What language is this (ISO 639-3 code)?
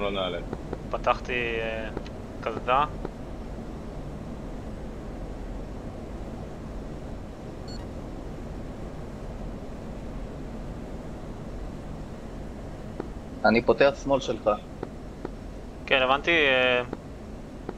heb